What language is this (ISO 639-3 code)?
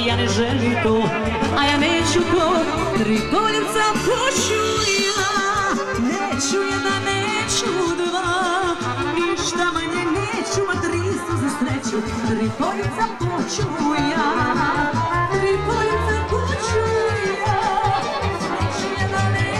hrv